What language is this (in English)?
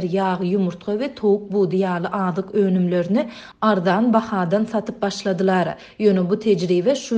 Turkmen